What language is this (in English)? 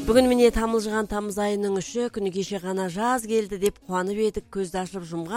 Kazakh